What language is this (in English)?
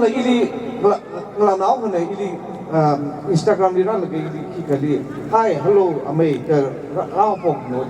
Tangkhul Naga (India)